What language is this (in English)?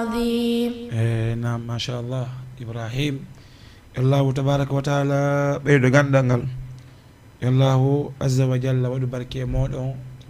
Fula